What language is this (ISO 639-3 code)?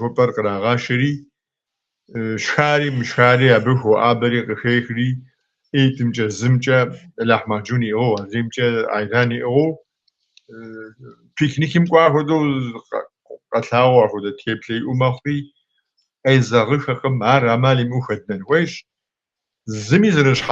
kbd